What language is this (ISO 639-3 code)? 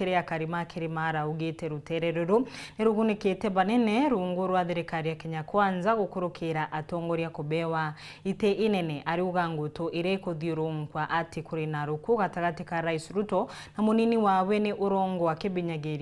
mer